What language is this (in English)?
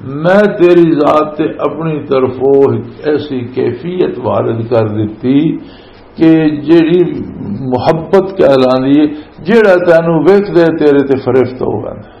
Western Panjabi